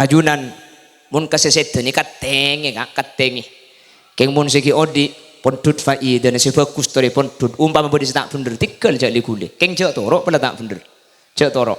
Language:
Madurese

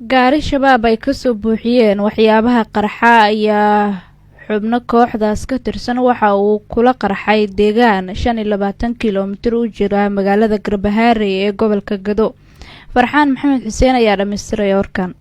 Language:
Somali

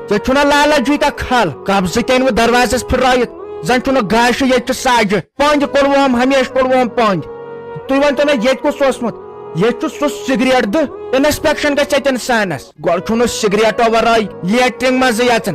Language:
Kashmiri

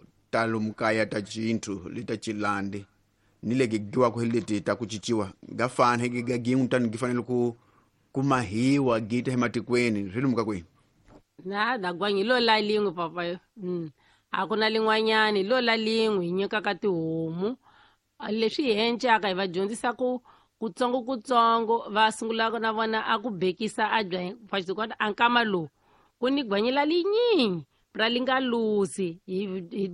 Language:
Tsonga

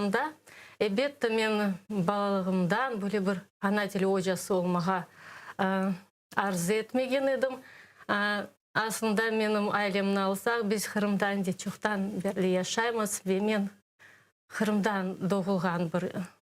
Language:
Crimean Tatar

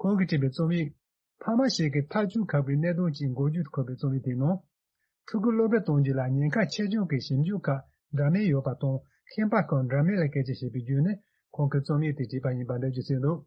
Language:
Tibetan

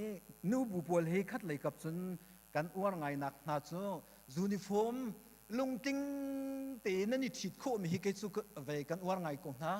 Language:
Hakha Chin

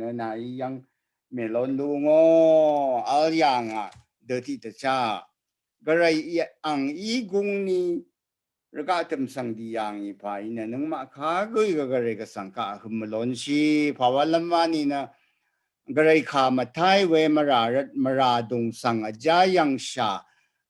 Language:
Rawang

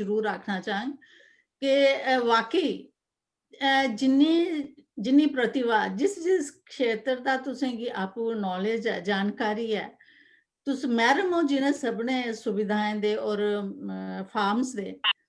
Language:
Dogri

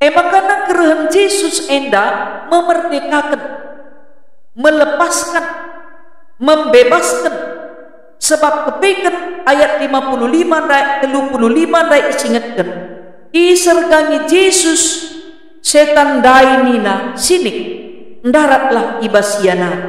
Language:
Batak Karo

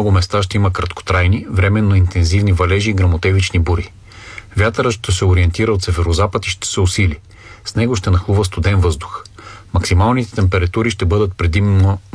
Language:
Bulgarian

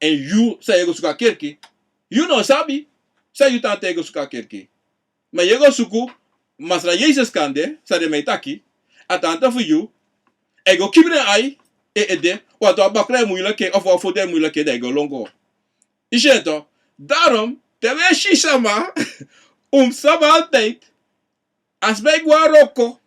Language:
Sranan Tongo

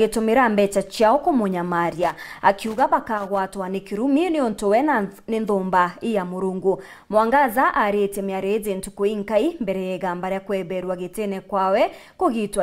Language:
Meru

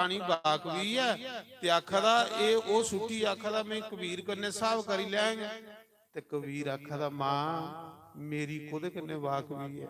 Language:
Dogri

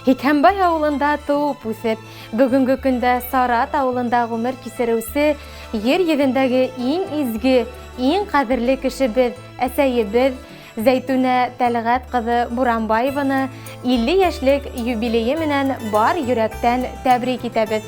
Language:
Bashkir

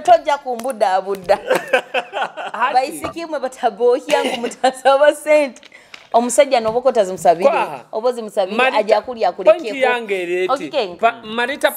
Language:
Nyoro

